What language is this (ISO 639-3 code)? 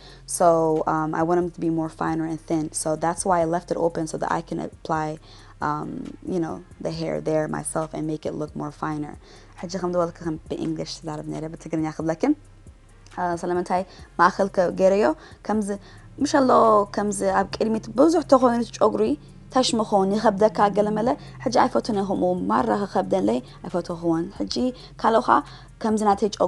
tir